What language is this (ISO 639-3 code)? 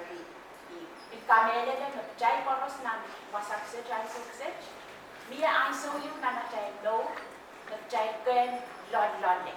pon